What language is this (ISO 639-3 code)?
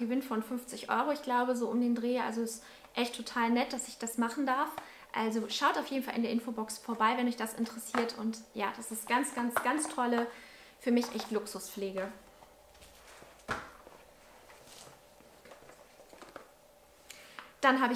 deu